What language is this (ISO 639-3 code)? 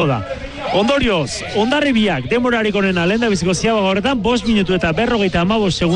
eus